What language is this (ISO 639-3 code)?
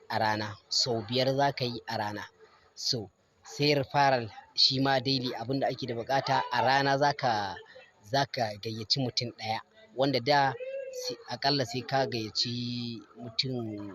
hau